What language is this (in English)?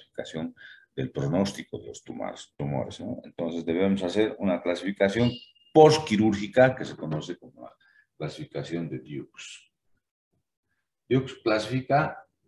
Spanish